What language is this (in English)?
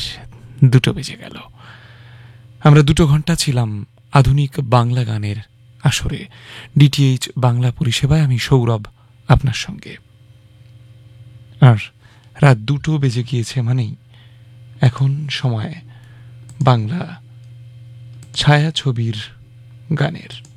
Bangla